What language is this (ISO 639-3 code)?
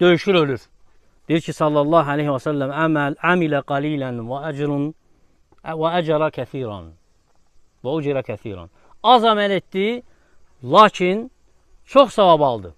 aze